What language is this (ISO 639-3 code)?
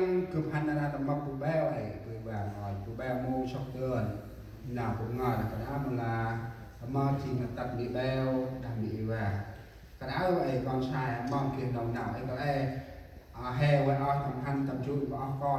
cmo